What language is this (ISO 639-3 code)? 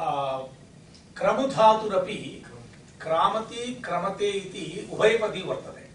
san